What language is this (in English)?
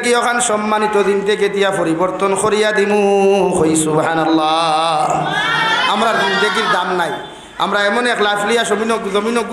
Sylheti